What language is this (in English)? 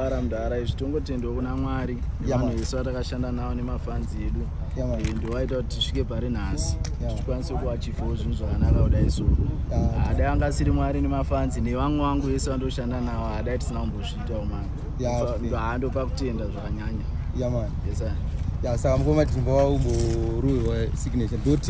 Shona